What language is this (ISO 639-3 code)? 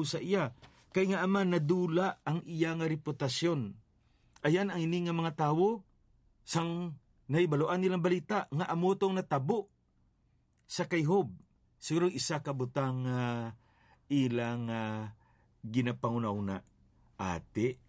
hil